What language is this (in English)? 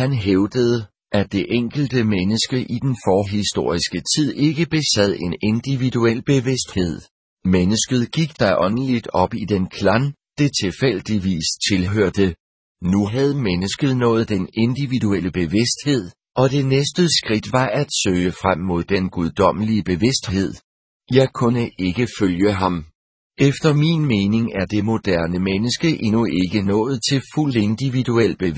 Danish